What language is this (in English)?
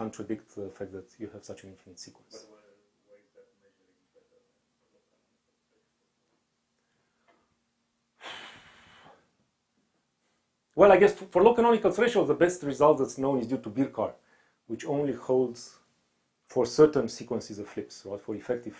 English